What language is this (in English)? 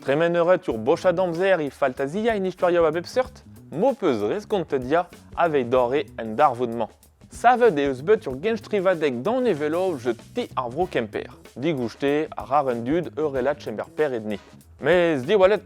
Breton